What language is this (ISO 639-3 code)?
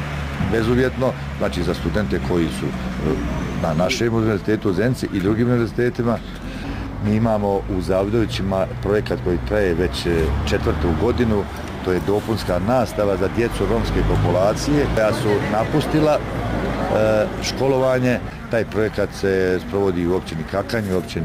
bos